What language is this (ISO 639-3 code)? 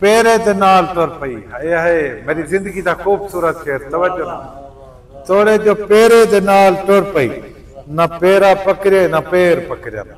skr